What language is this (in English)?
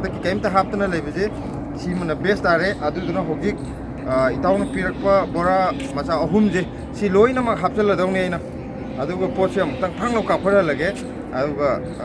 Manipuri